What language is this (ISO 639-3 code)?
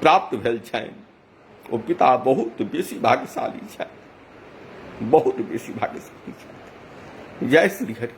mai